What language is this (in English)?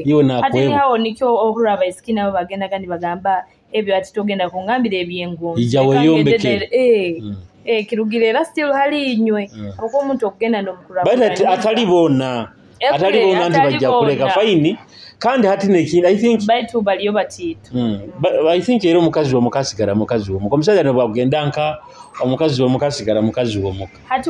Nyoro